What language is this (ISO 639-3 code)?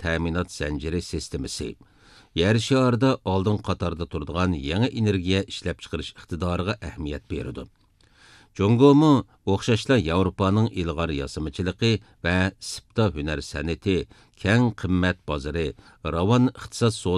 uig